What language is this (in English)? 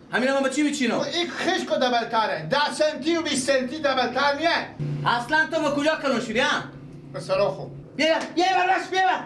Persian